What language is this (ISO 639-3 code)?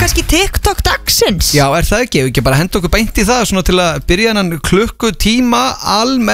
isl